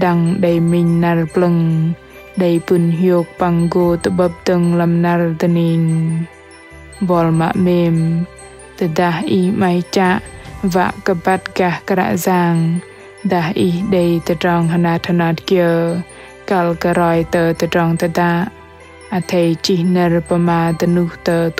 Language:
Bahnar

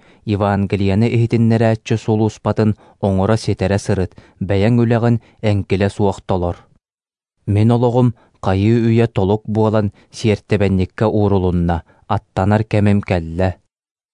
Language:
Yakut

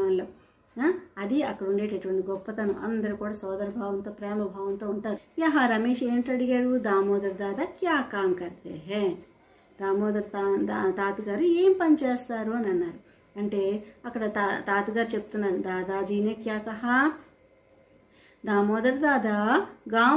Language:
Telugu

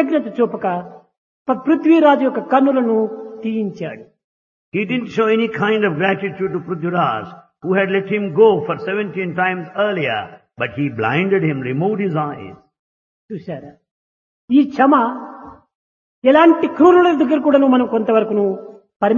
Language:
Telugu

